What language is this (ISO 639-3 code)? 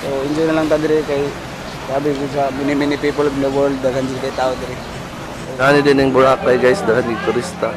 ceb